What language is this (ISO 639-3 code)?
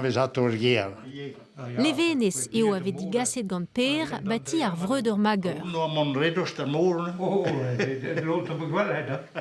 bre